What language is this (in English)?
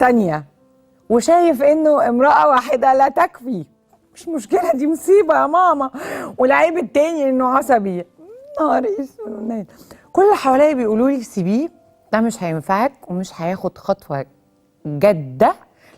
Egyptian Arabic